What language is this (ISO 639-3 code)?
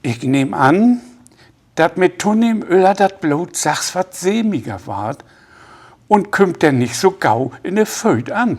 nds